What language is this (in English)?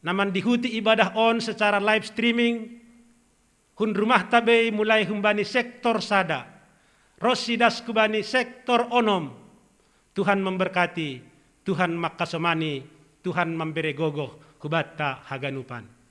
Batak Simalungun